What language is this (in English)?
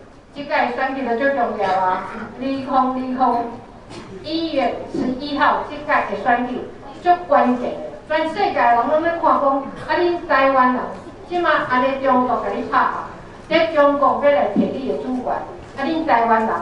Min Nan Chinese